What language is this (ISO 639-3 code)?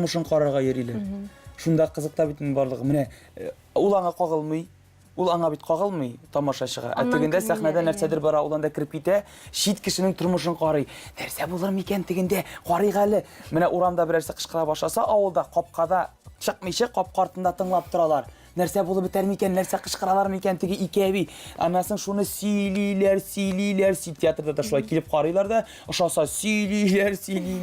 tat